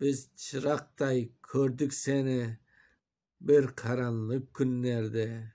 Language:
Crimean Tatar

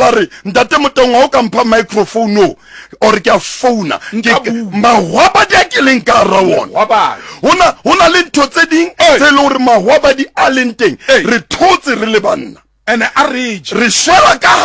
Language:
Southern Sotho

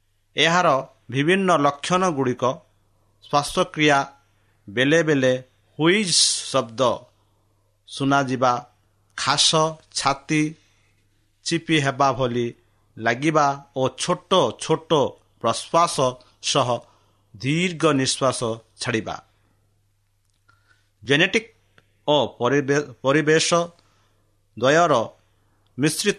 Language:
Odia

